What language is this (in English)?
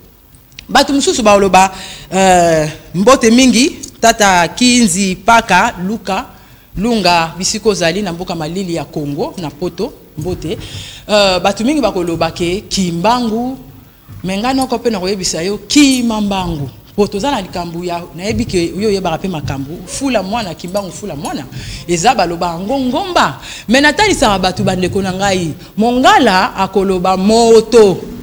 Lingala